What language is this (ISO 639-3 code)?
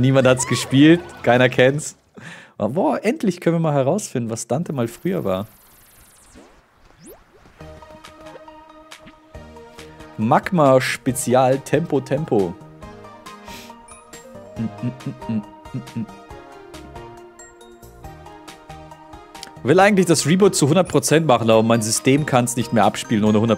deu